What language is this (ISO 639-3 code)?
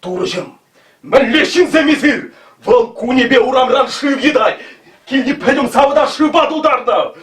chv